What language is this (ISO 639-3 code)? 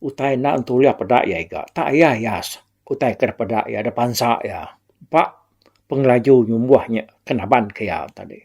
iba